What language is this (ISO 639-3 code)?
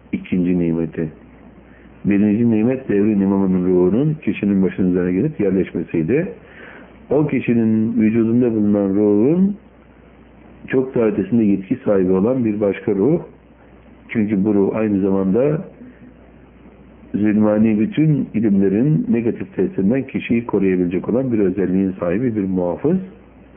tur